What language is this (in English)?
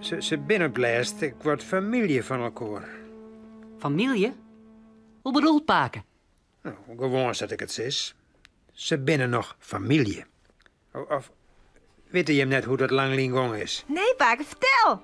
Western Frisian